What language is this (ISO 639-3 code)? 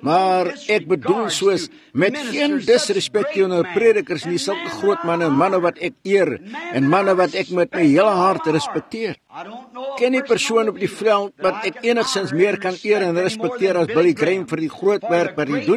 afr